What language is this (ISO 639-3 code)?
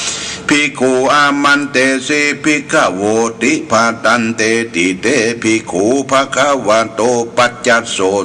pli